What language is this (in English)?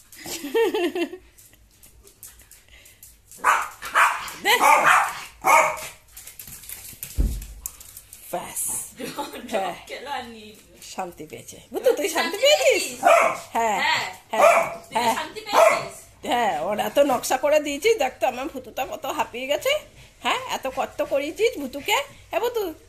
Bangla